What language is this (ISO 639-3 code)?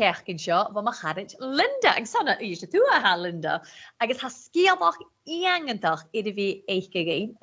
gla